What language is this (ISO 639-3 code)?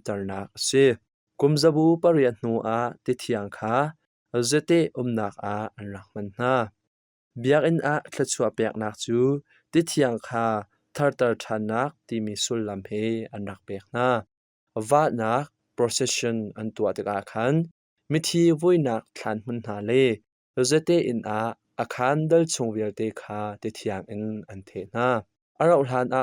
cnh